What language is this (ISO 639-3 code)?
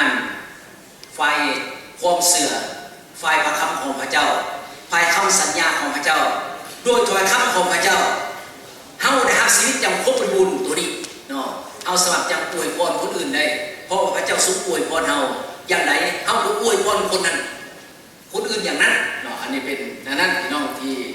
lao